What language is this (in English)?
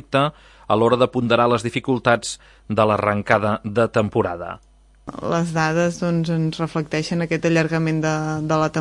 Catalan